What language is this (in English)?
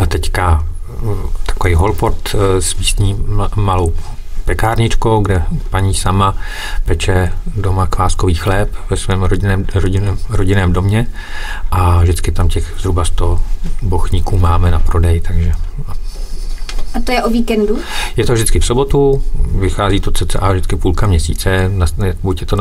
Czech